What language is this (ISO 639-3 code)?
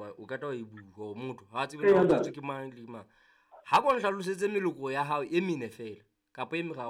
sot